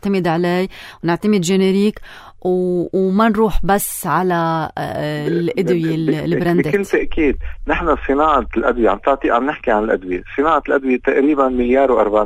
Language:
North Levantine Arabic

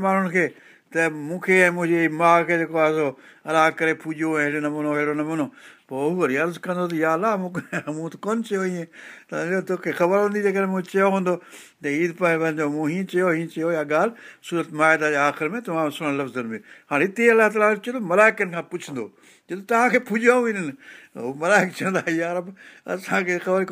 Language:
Sindhi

